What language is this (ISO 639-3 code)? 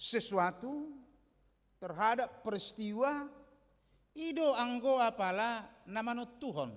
bbc